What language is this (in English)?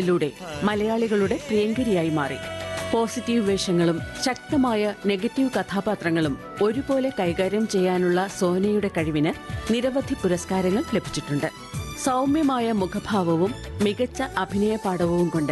Malayalam